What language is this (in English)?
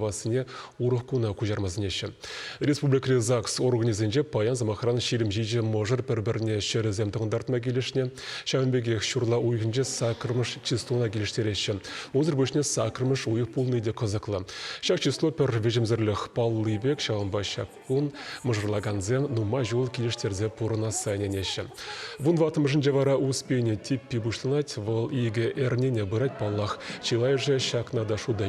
Chuvash